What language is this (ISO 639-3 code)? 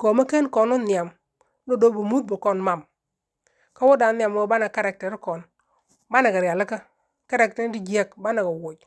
nus